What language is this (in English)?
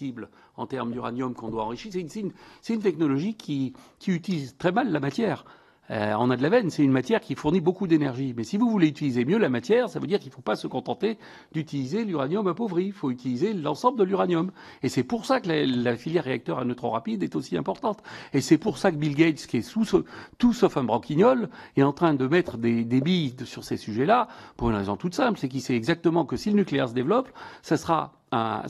French